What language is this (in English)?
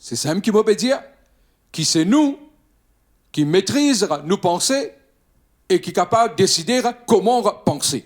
Morisyen